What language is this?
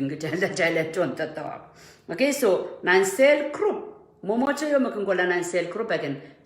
Pohnpeian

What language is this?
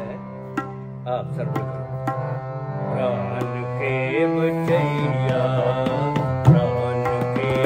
Punjabi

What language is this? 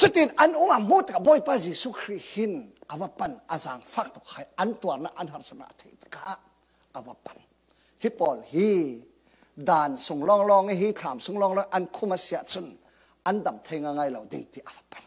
Falam Chin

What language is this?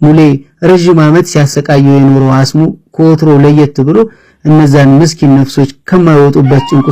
Amharic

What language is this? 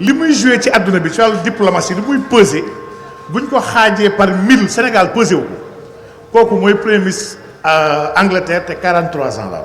Wolof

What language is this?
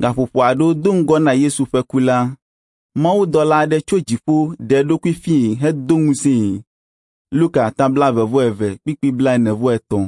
Ewe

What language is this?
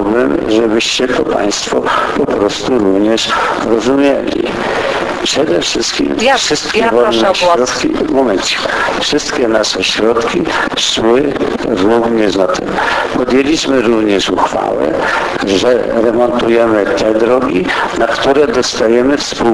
Polish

